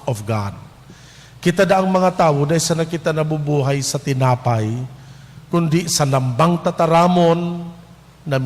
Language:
Bikol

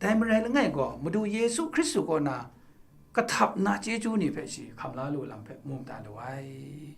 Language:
Kachin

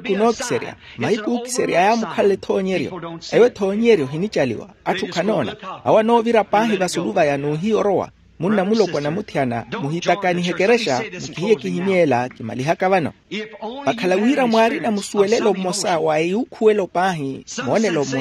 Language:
Makhuwa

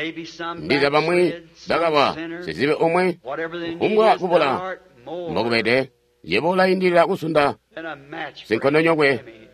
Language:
Tonga (Zambia)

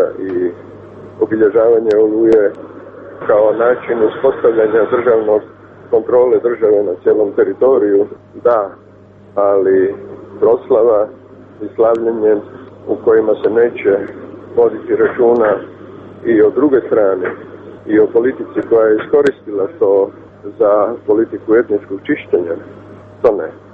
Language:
Croatian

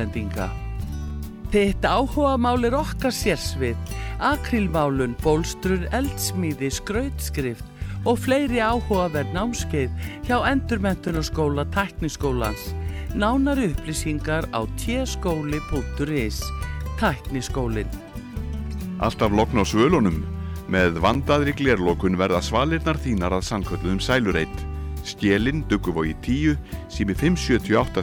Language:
Icelandic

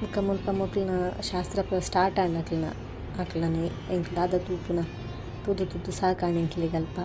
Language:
Tulu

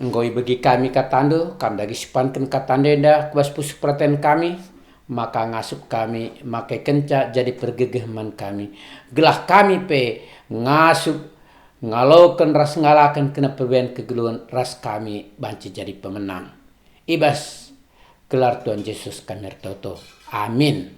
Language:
Batak Karo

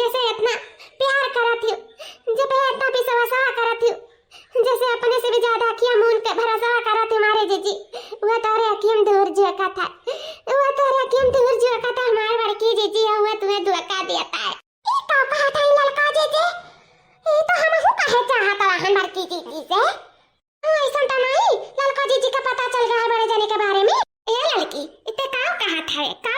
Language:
Awadhi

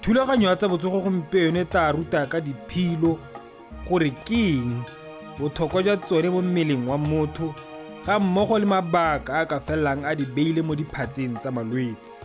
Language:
Tswana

